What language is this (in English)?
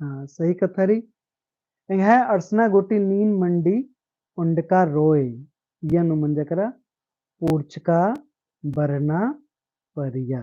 Kurukh